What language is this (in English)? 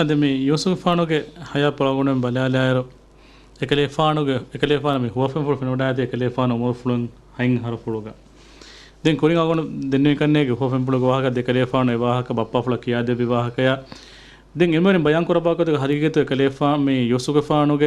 Divehi